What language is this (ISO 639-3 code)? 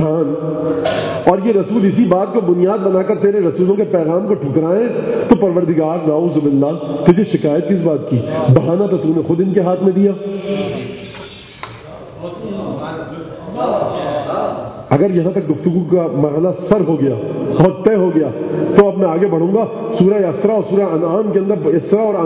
urd